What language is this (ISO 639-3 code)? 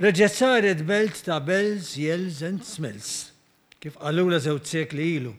mlt